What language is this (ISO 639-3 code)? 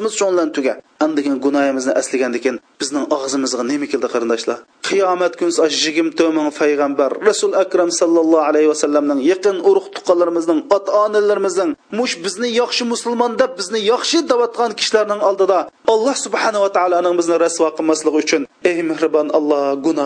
uig